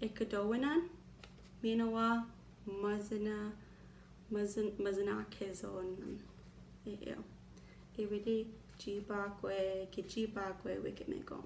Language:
Chippewa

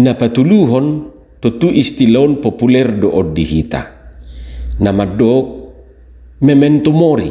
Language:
Batak Toba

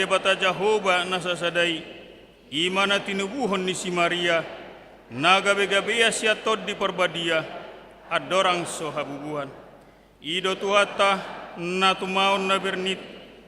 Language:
Batak Toba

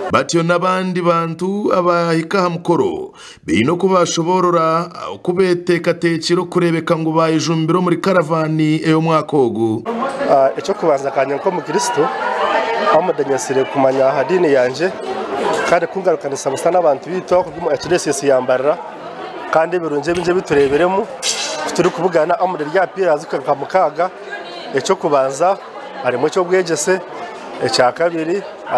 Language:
Nyankole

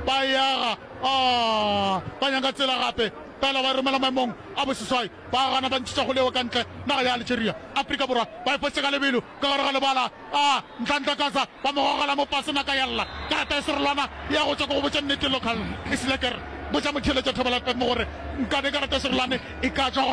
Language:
Northern Sotho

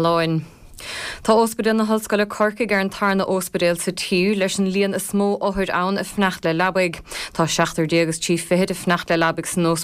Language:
Irish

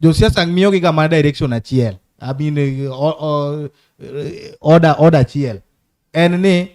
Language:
Luo (Kenya and Tanzania)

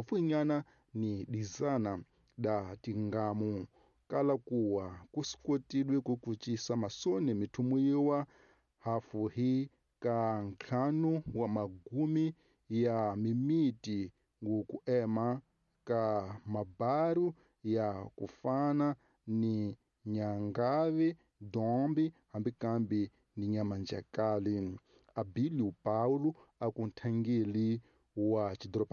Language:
Tsonga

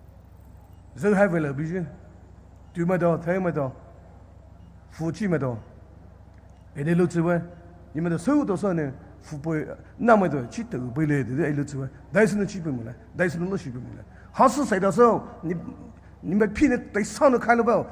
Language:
Poumei Naga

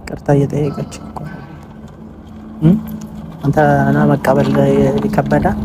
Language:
Amharic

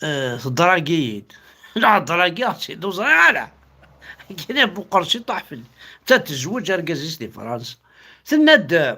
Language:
Kabyle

